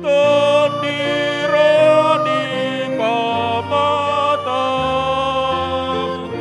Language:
Batak Toba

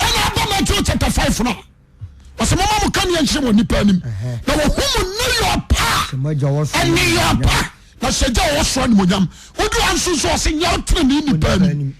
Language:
Akan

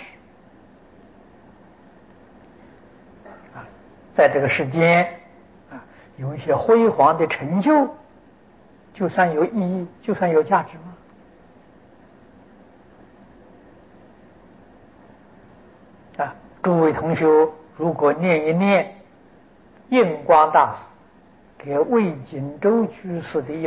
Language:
Chinese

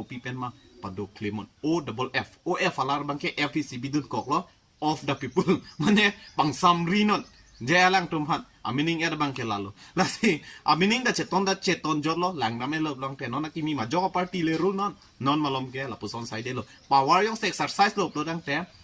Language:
Karbi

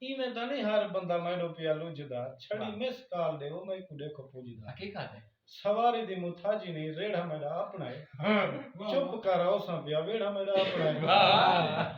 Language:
Saraiki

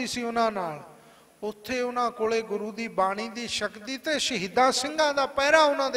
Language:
Punjabi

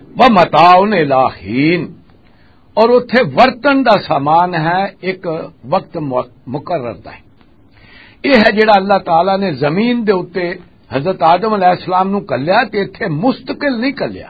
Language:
Western Panjabi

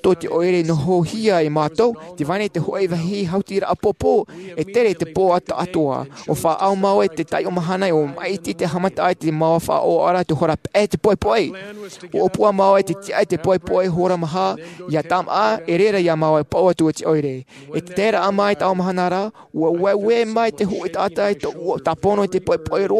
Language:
Tahitian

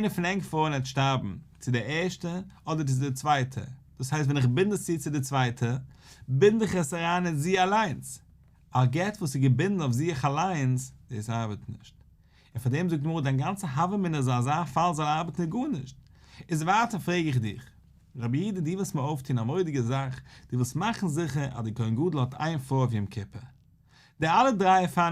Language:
Yiddish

